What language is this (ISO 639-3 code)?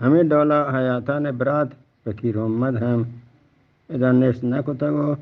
bgp